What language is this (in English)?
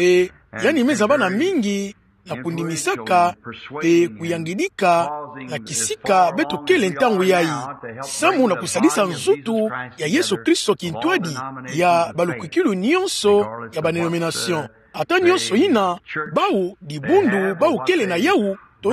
Kituba (Democratic Republic of Congo)